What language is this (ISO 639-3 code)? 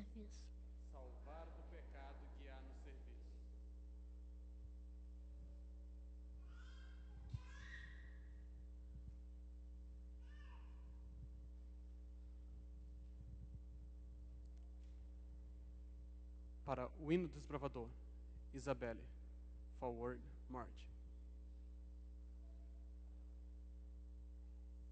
por